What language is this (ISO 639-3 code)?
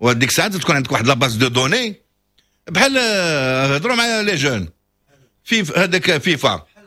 ary